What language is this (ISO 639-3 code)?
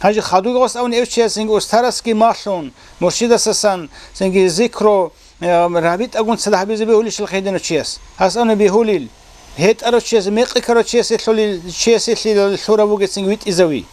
ava